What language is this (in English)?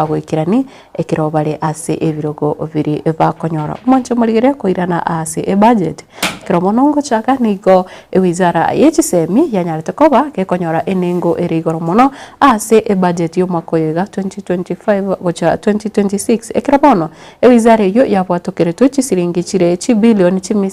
Gusii